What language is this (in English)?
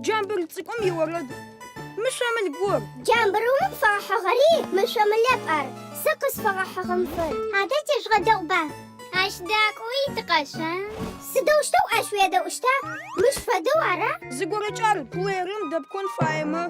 Adyghe